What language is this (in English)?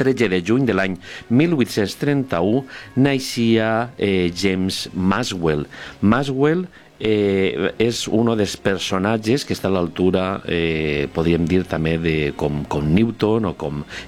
Catalan